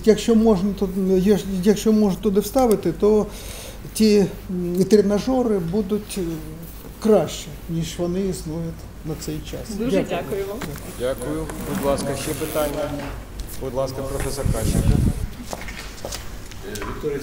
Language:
Ukrainian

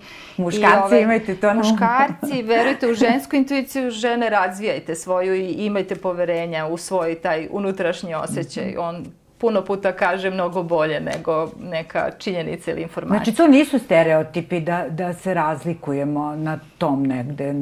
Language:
Serbian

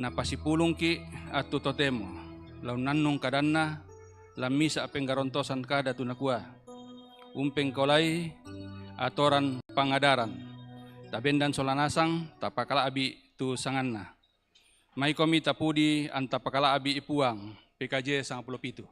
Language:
Toraja-Sa'dan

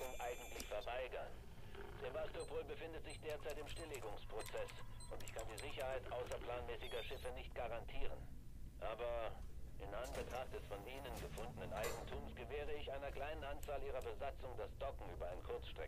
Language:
Bavarian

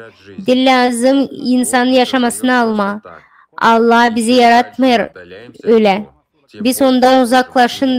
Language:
Gagauz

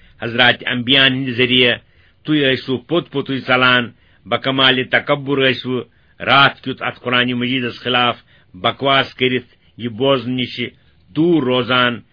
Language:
Kashmiri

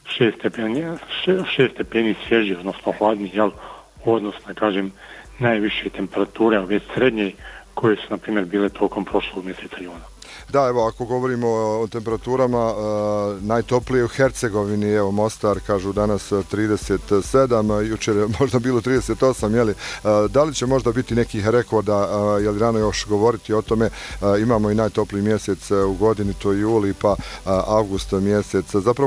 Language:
Bosnian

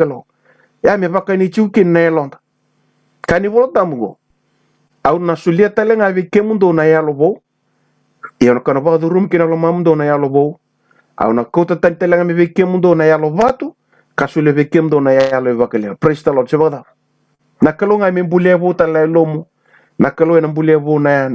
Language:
Fijian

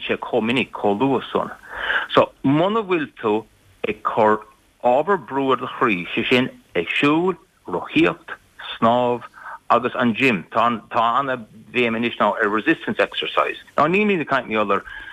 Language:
Irish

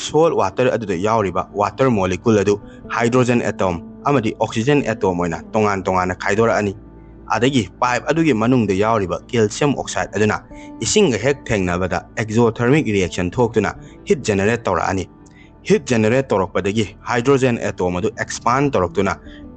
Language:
Manipuri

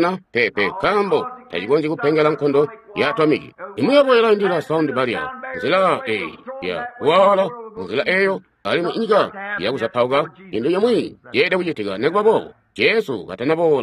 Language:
Tonga (Zambia)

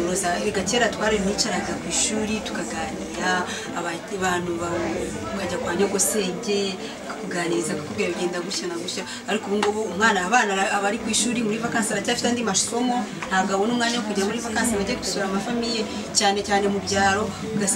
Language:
Kinyarwanda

